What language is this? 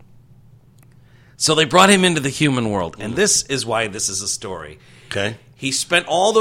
English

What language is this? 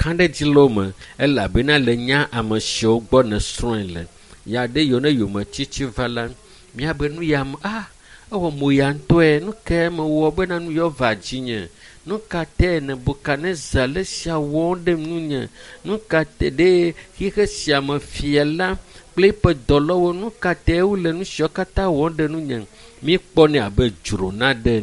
Ewe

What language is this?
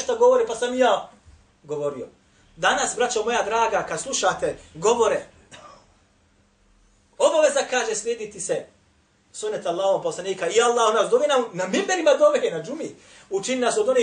Bosnian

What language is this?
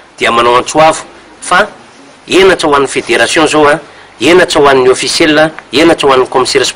Malagasy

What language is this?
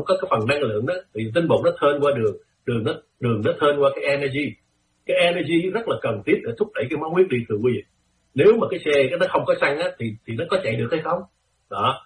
Vietnamese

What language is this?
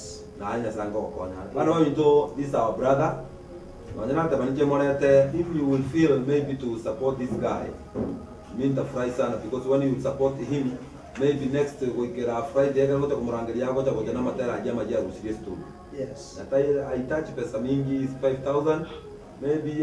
Gusii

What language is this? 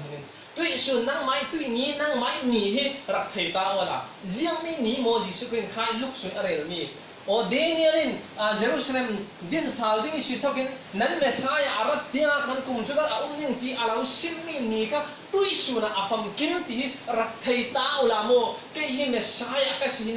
Falam Chin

